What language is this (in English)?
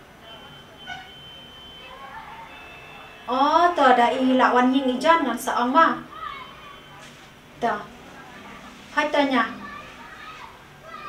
Malay